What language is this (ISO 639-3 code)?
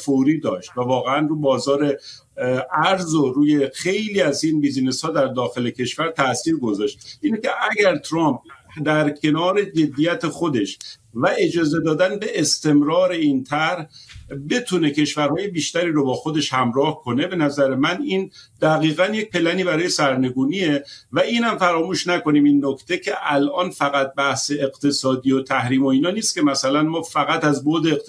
fas